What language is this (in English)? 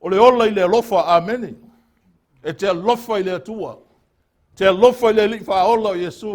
Samoan